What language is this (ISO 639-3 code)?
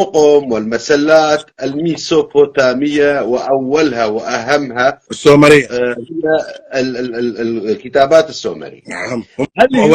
apc